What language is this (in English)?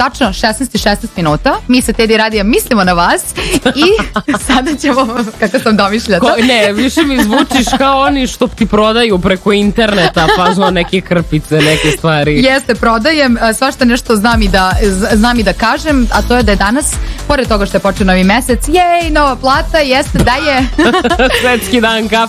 Serbian